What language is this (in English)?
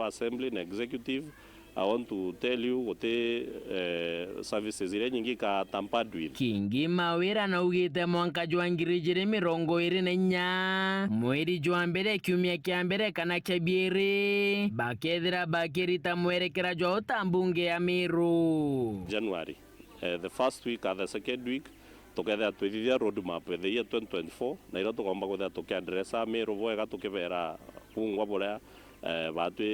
Meru